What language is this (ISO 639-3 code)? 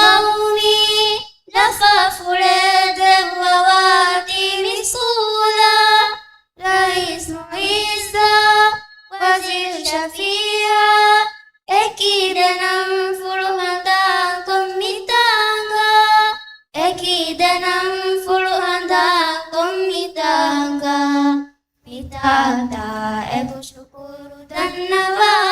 div